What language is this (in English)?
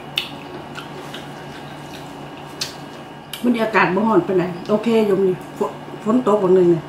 Lao